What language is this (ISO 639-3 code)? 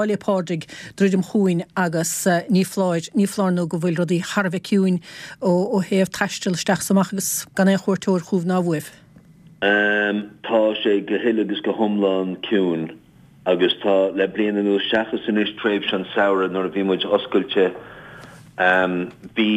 gle